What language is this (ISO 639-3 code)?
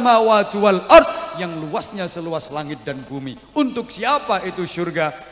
jav